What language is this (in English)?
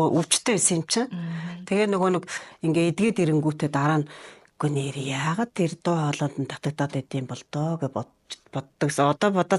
Mongolian